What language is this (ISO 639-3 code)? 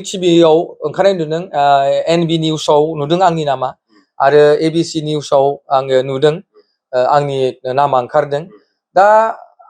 brx